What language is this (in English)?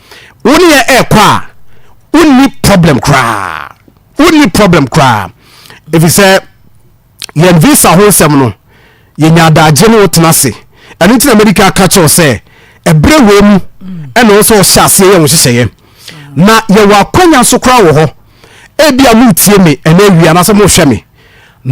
Akan